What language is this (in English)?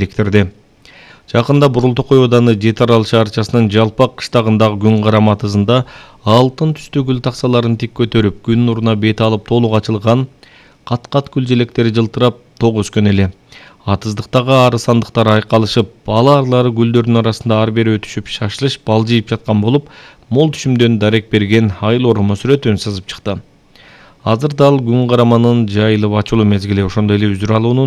Kyrgyz